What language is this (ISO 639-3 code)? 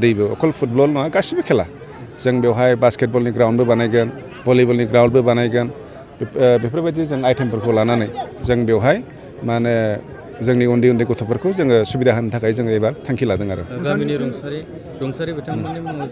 brx